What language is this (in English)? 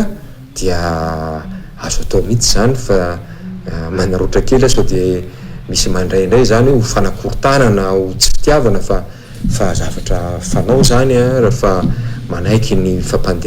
Malagasy